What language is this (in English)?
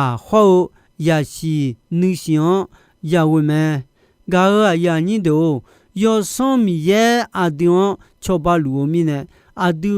Akha